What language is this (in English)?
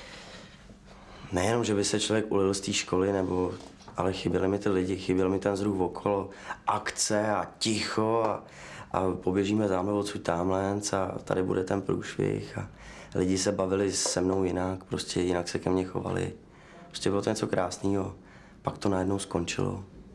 Czech